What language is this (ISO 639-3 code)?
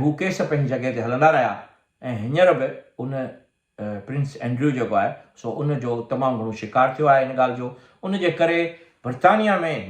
snd